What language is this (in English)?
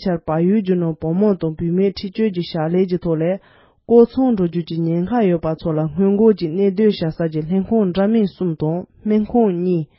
Tibetan